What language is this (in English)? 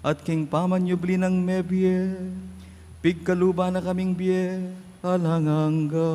Pampanga